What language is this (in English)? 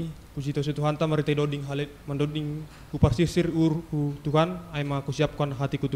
Batak Simalungun